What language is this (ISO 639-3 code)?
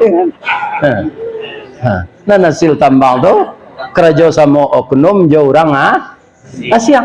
min